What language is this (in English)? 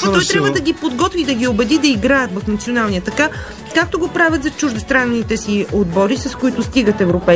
Bulgarian